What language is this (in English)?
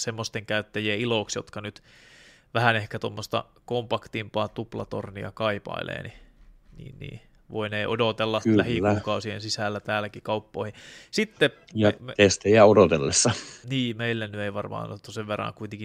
Finnish